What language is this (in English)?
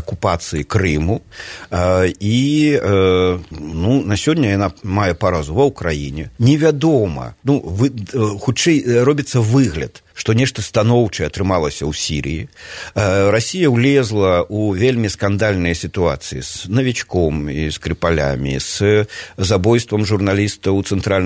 Belarusian